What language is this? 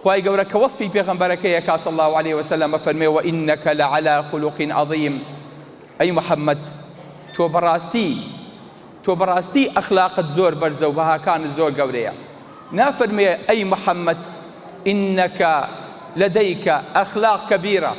Central Kurdish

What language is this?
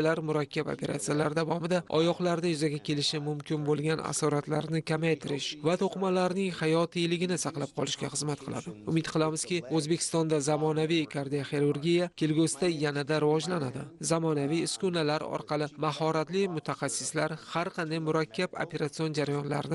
Uzbek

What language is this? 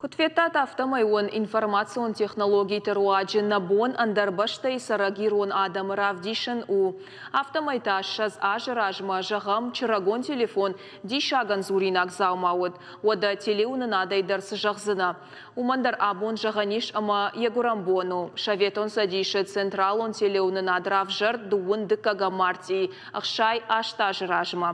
Ossetic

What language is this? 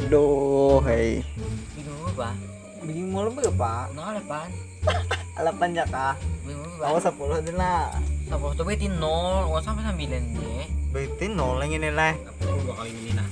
Banjar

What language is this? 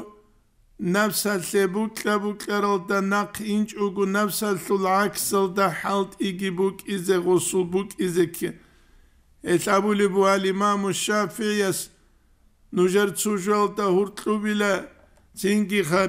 Avaric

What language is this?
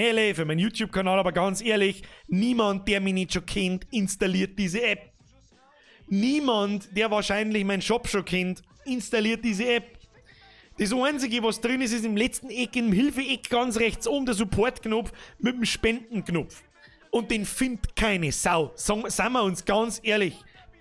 Bavarian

